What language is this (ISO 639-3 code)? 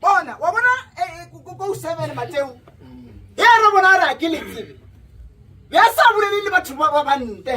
nso